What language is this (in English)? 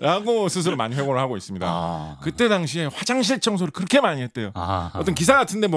Korean